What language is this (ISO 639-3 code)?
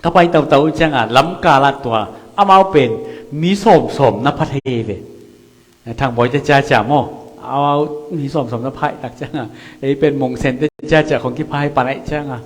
ctd